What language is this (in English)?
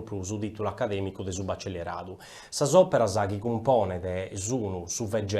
Sardinian